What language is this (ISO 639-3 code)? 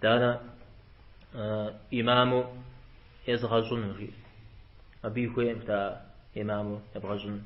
kbd